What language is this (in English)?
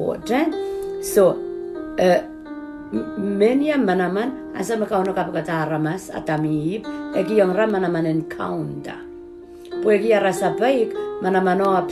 Pohnpeian